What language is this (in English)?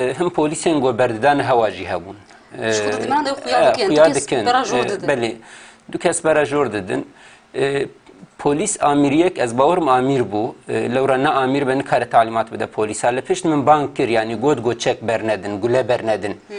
Kurdish